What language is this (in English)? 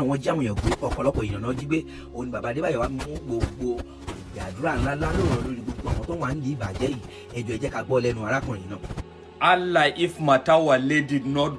Yoruba